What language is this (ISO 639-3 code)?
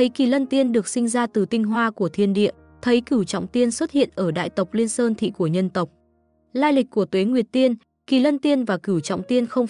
vie